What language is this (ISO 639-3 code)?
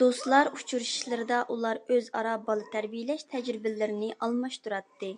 uig